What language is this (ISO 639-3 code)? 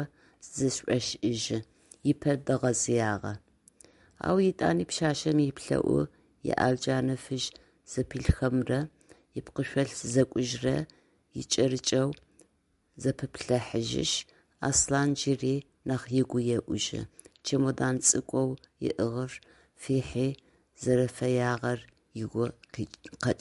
ady